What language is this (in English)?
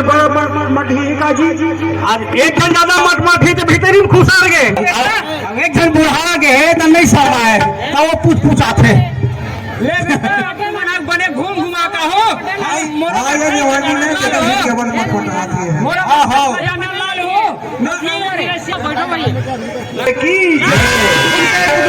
Chhattisgarhi